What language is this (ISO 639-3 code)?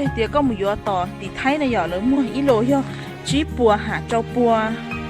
hmn